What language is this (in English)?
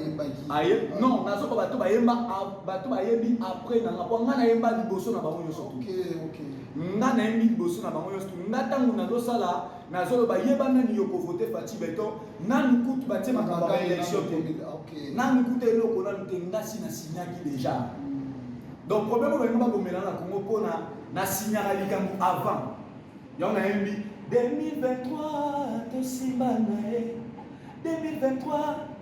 Lingala